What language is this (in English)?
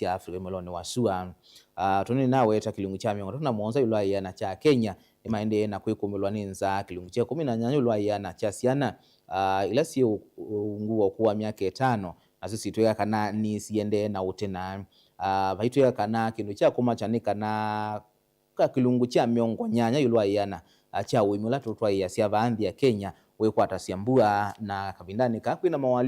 Kamba